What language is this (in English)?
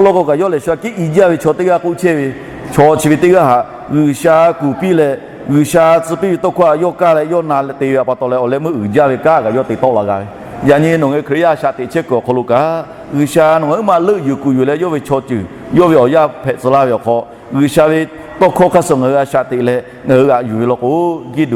Lahu